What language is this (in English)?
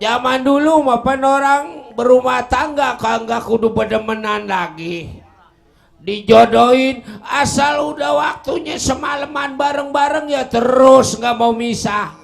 Betawi